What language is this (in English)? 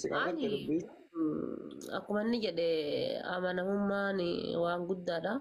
Oromo